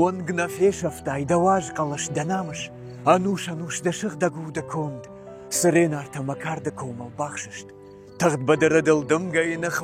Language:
Ossetic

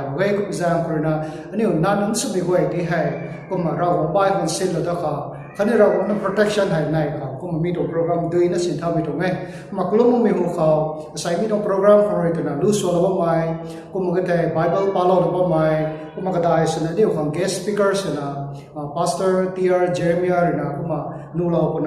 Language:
Rongmei Naga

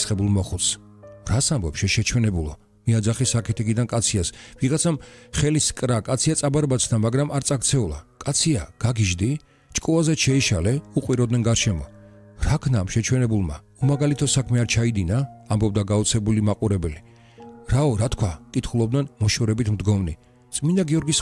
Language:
Georgian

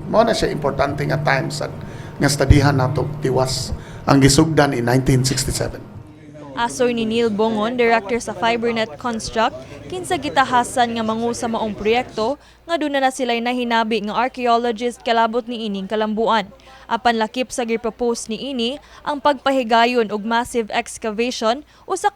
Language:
Cebuano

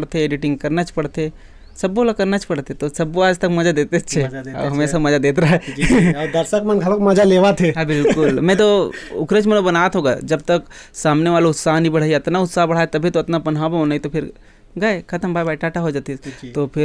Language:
Chhattisgarhi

